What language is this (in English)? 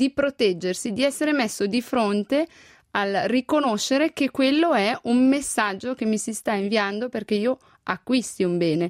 Italian